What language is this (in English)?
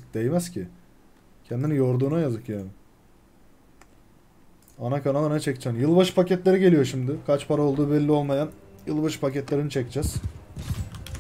Turkish